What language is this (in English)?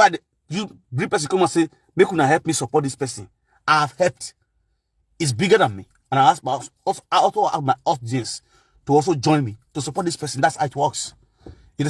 Nigerian Pidgin